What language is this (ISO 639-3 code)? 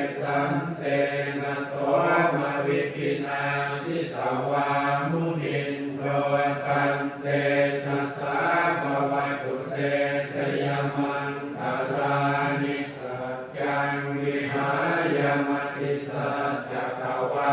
pli